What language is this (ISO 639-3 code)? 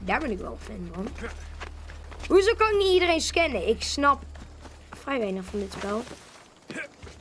nld